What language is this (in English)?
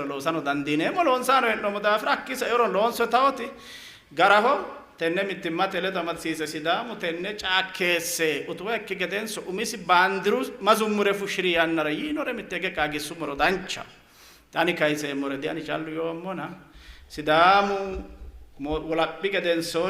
Sidamo